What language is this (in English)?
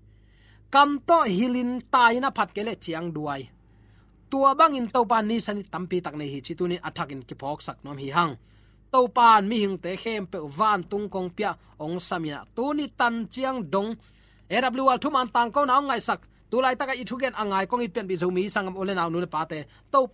Tedim Chin